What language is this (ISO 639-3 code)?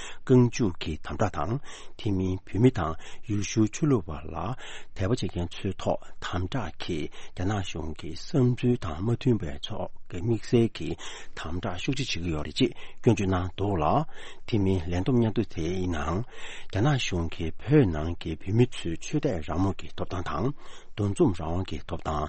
bod